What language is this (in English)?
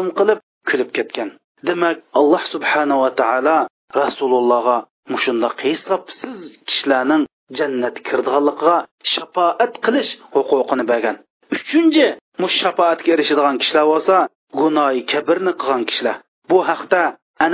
Uyghur